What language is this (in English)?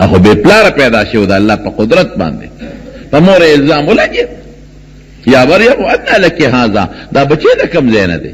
Pashto